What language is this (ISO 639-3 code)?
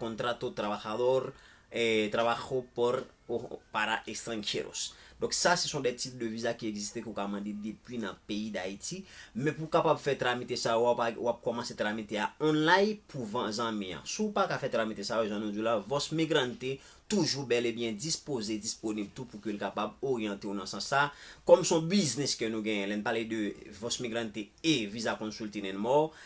hat